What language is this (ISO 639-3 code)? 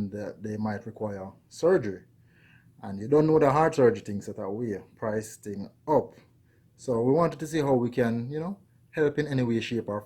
jam